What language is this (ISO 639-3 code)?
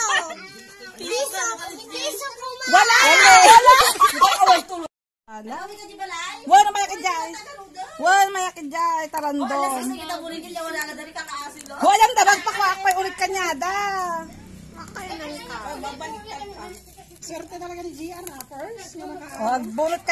fil